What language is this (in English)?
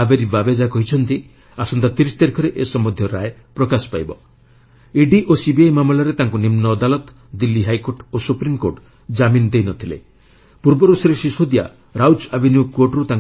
Odia